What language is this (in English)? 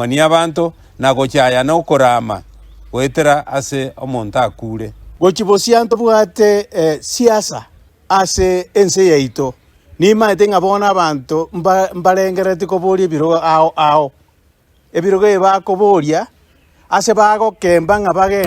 Gusii